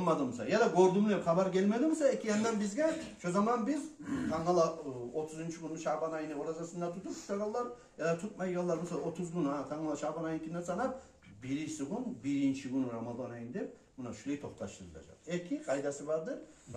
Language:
Kumyk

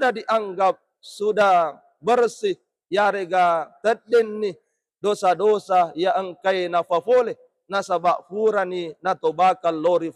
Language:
Buginese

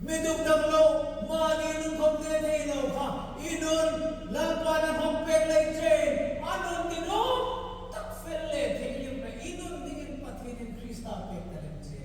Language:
Hmar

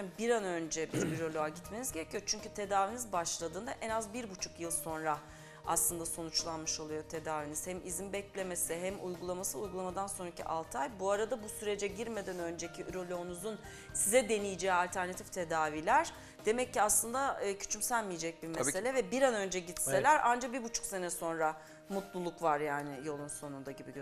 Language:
Turkish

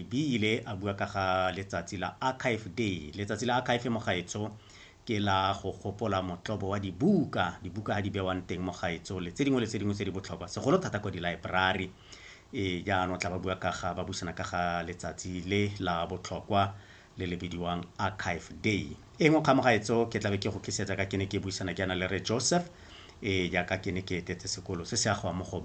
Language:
Tswana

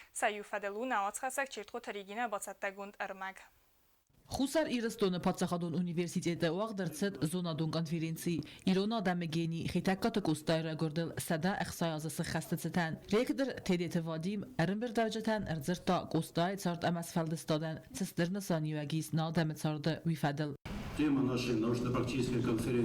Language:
Ossetic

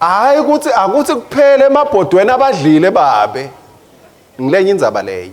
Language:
Swati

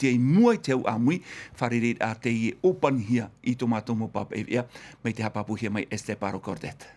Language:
Tahitian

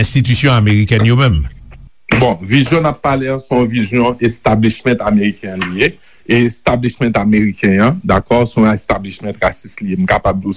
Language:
Haitian Creole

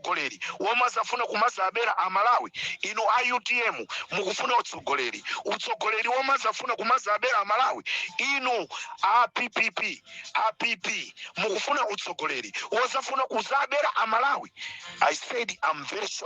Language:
Nyanja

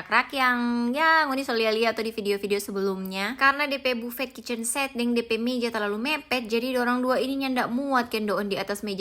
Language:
Manado Malay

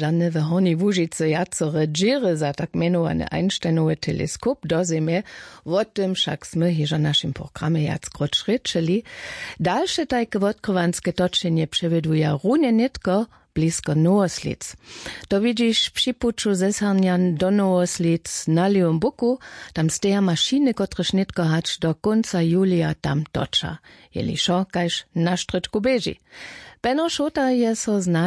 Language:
Upper Sorbian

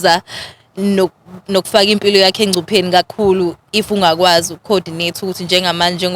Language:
Zulu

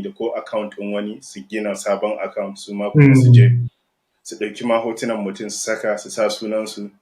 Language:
Hausa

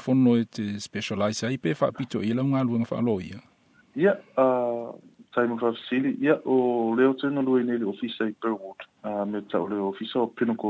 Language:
Samoan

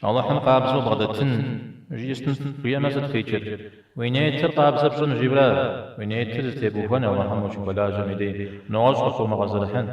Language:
Kabardian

